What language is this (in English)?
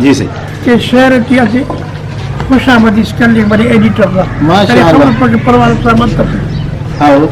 Brahui